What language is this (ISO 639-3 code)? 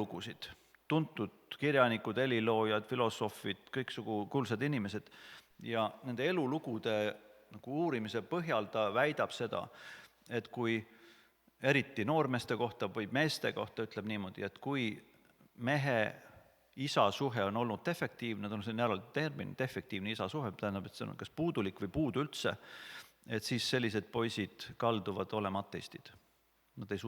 est